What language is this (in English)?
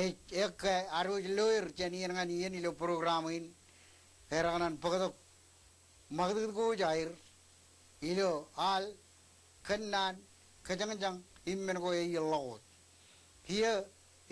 Marshallese